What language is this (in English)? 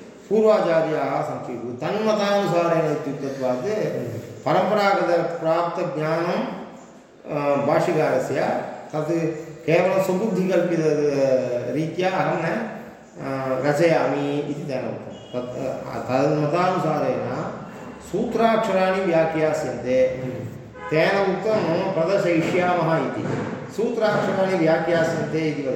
Sanskrit